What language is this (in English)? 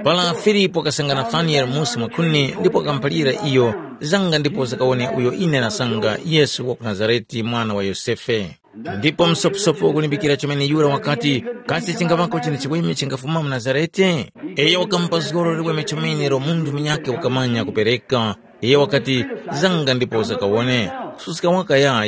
Tumbuka